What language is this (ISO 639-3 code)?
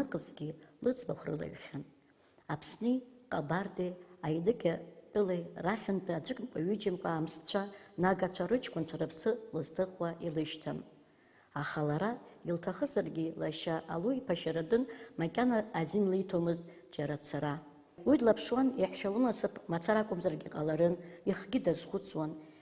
abk